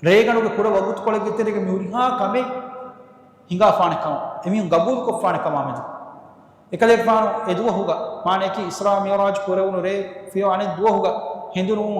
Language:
Divehi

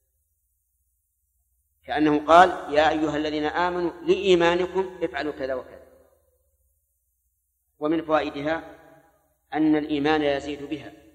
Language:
Arabic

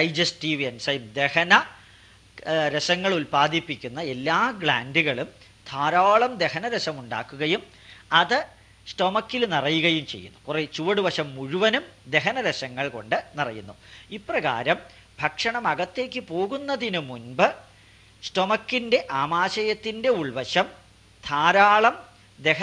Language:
Malayalam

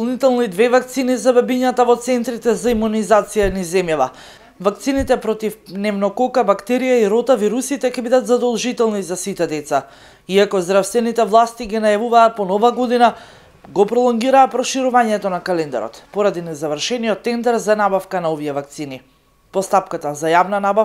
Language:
Macedonian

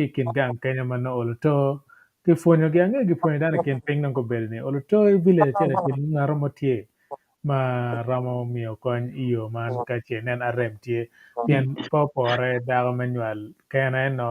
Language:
Acoli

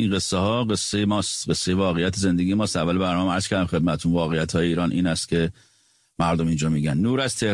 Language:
Persian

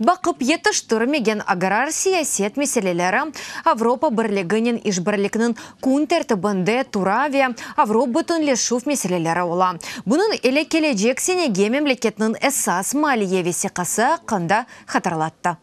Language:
Crimean Tatar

